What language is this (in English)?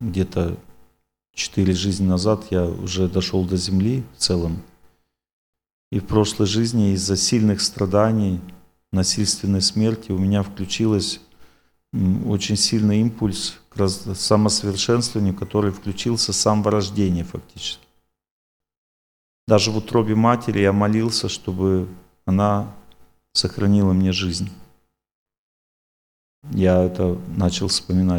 Russian